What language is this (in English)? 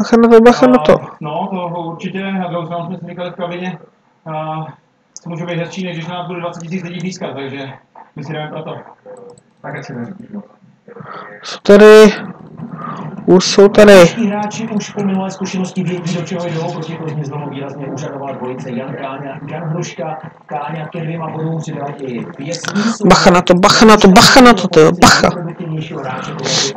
Czech